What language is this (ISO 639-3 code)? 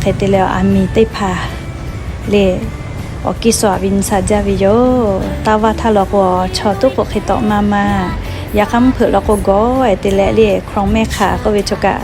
lhu